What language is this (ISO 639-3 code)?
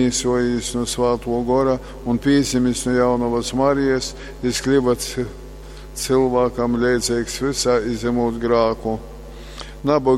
ltg